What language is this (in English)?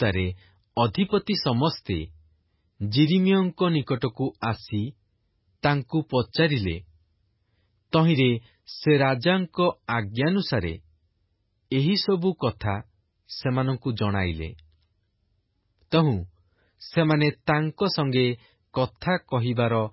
Odia